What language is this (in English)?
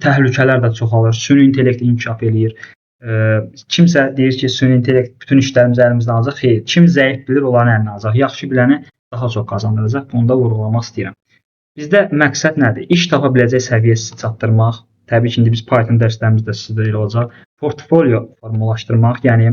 Azerbaijani